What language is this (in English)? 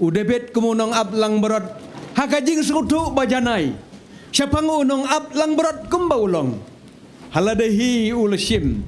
Khasi